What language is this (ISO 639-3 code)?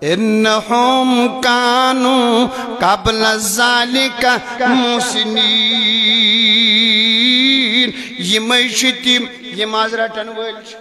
kas